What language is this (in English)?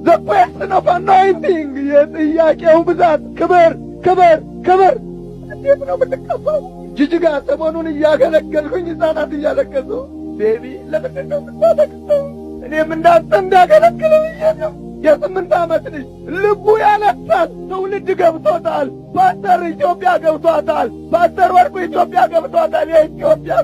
Amharic